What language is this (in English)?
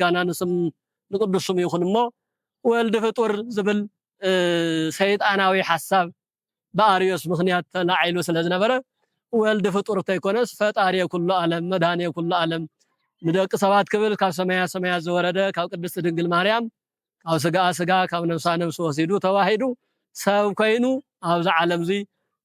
Tigrinya